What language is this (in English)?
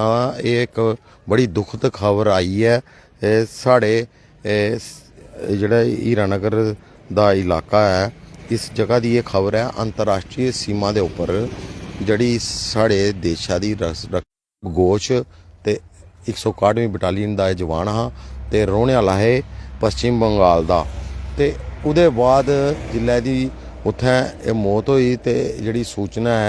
Dogri